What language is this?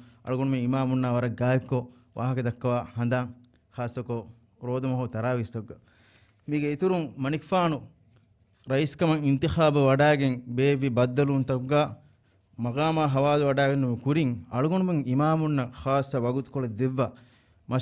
Divehi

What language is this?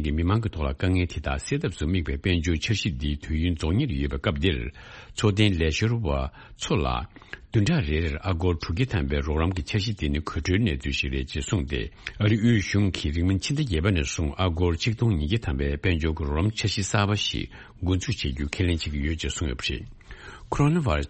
Tibetan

